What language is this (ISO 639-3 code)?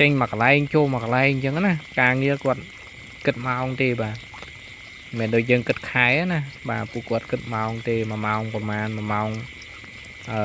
khm